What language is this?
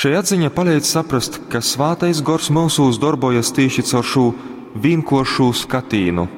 Latgalian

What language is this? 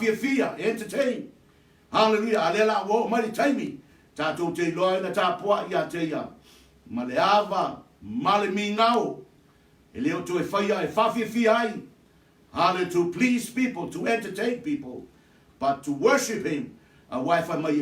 Samoan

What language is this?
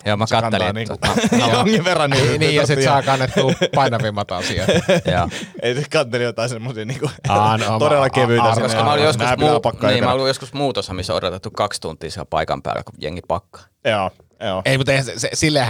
Finnish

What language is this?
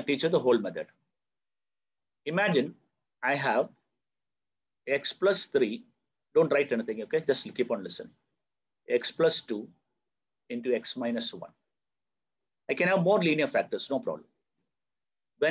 English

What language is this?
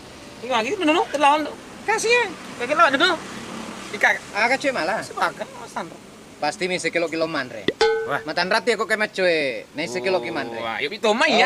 Buginese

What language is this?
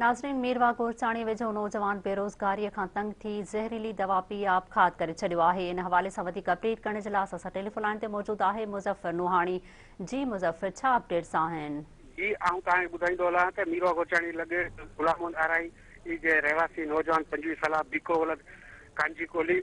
Sindhi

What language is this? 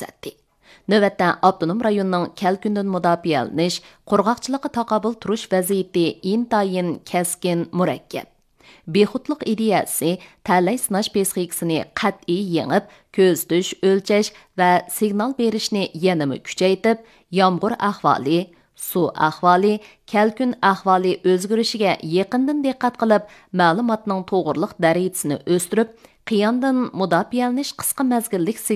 Uyghur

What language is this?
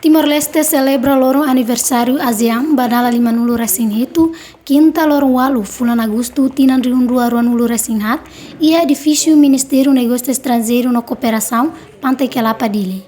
Tetum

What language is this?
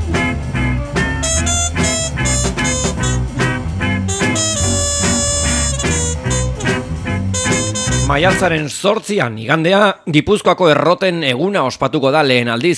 Basque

